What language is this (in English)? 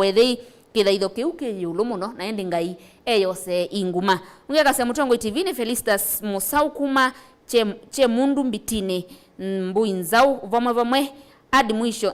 Kamba